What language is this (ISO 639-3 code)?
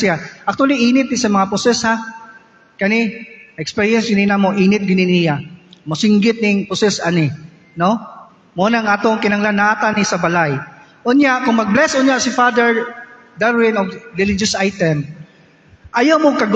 ceb